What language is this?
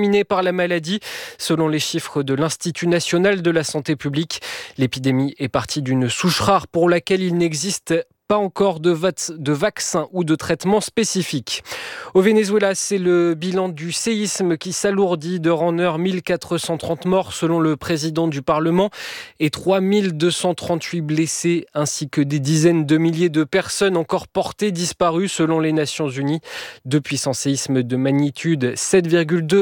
French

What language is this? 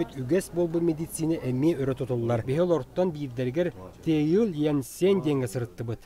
Yakut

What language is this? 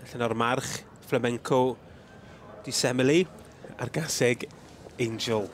Welsh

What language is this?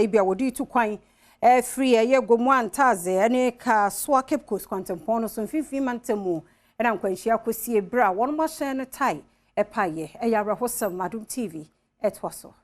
Akan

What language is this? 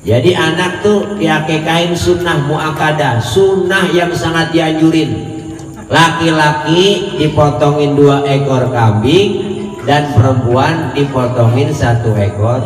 Betawi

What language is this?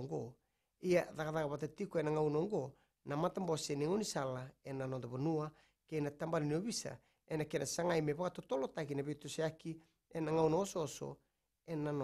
Fijian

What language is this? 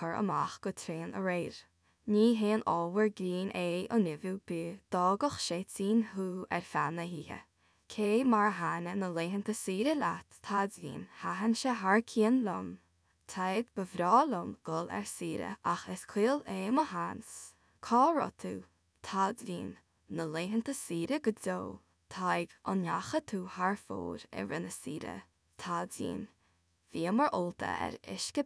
Irish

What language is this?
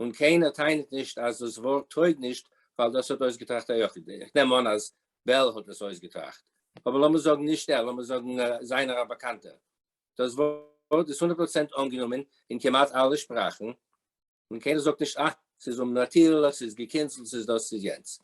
Yiddish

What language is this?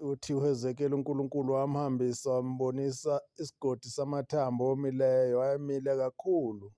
Zulu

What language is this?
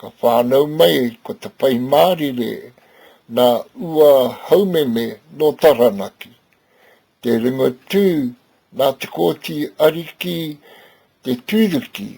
Māori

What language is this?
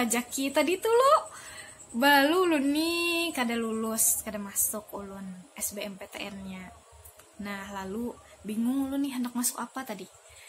Banjar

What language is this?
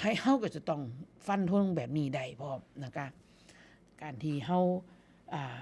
Northeastern Thai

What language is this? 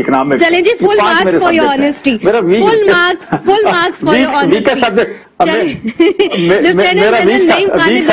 Urdu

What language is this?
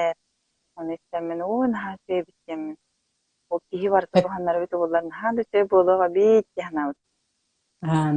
Yakut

